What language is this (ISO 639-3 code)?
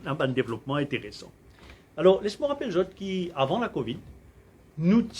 mfe